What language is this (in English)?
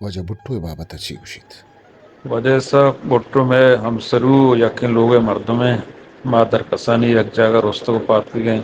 Eastern Balochi